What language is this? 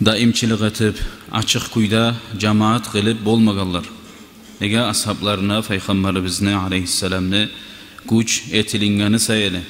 Kumyk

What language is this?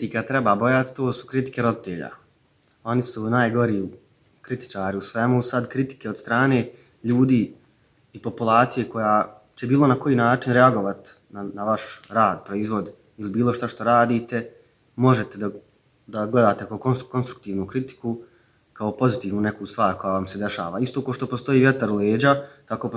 Bosnian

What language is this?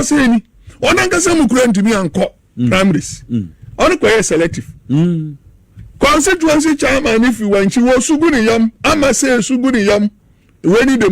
Akan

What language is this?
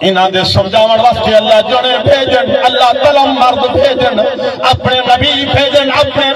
Saraiki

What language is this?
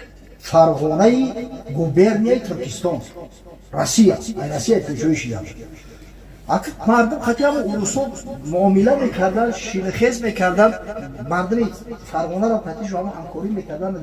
Tajik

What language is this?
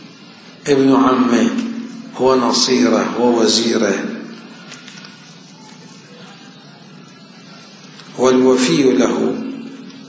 Arabic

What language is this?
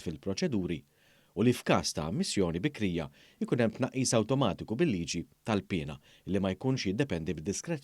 Maltese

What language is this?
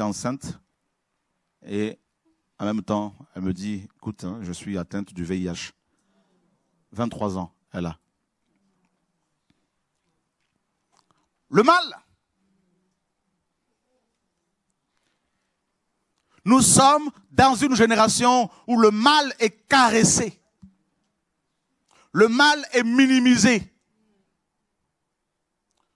French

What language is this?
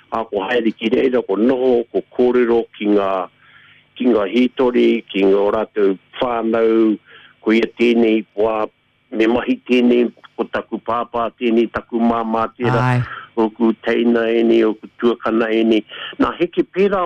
Māori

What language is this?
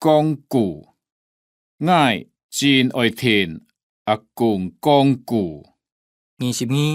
Hakka Chinese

